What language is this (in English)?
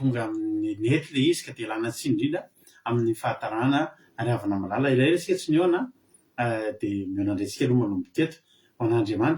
Malagasy